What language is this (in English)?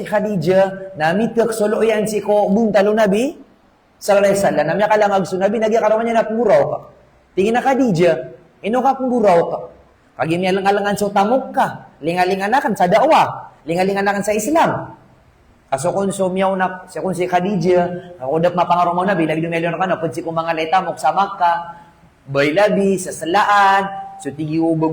Maranao